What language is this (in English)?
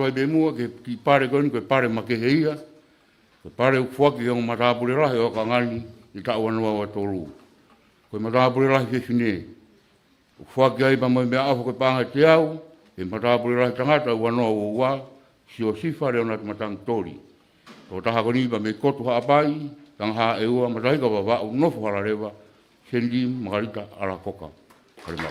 Tongan